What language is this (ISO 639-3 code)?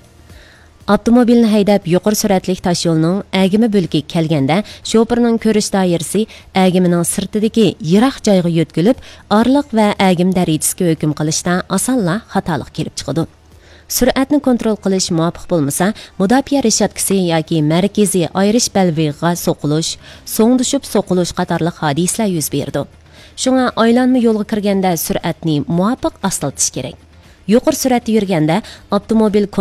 uig